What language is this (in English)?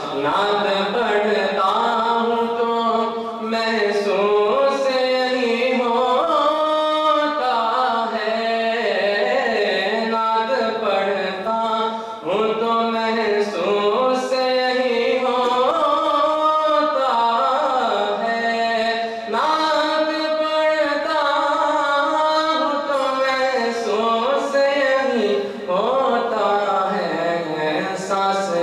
Urdu